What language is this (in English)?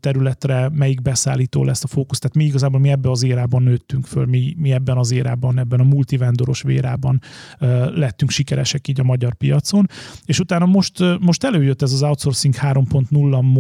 Hungarian